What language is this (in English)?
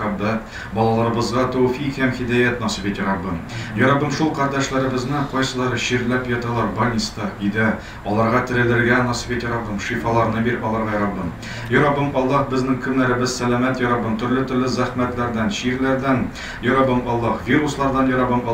Tatar